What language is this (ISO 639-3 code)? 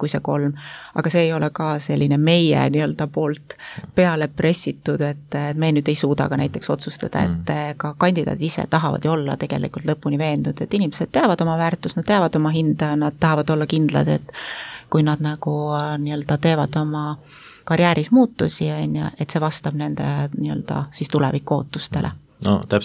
est